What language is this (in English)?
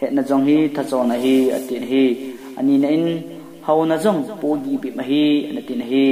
Thado Chin